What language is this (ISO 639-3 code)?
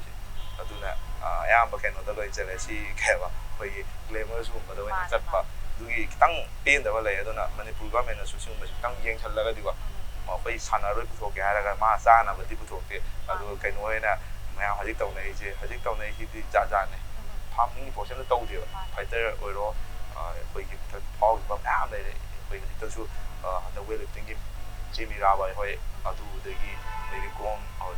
mni